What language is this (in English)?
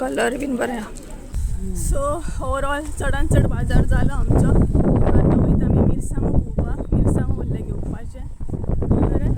Konkani